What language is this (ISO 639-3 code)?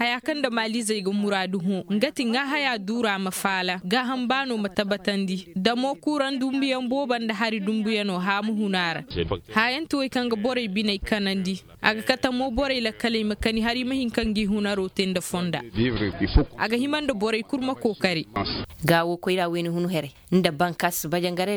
ses